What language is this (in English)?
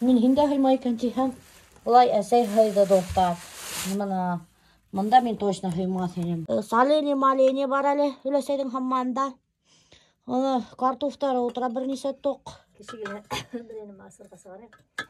Bashkir